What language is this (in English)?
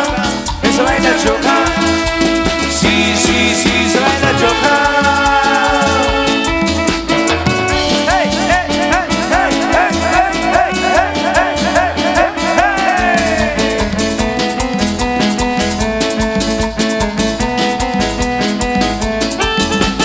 Spanish